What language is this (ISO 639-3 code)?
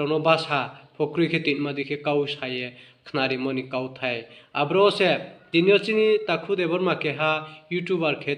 ria